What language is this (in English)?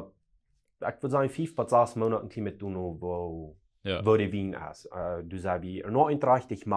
Plautdietsch